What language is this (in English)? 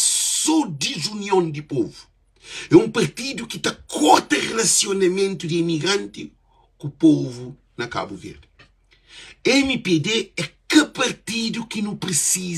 Kabuverdianu